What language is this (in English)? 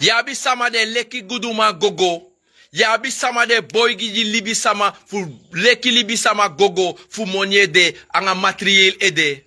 Sranan Tongo